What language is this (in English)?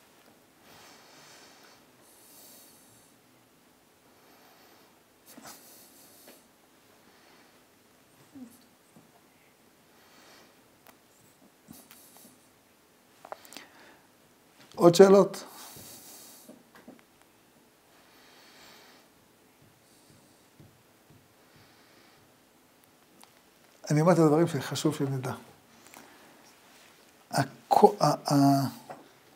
Hebrew